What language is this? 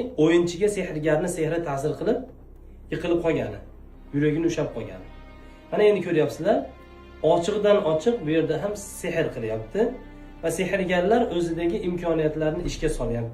Uzbek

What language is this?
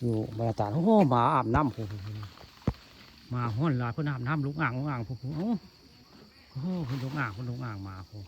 Northeastern Thai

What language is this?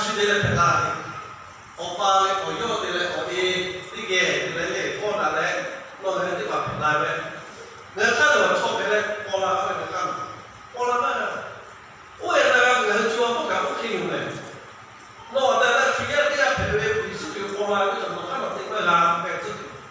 Lahu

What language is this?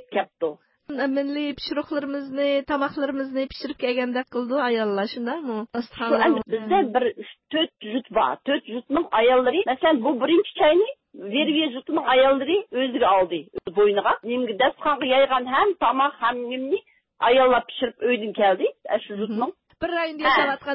Uyghur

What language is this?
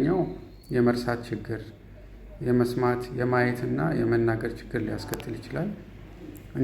Amharic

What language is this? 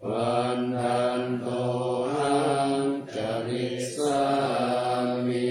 Pali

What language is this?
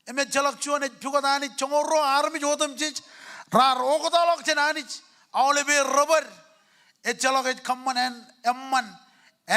Marshallese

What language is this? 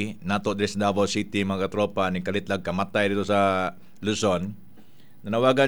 Cebuano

